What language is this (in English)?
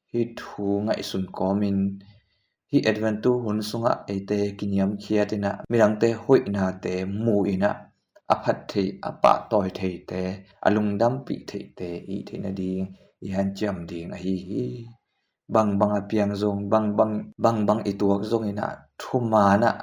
Tedim Chin